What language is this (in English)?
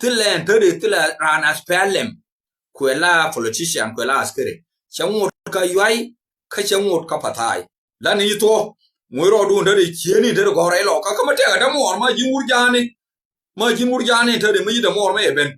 Nuer